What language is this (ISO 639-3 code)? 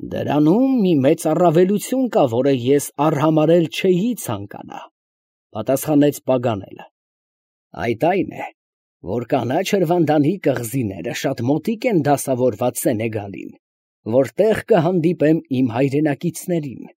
hye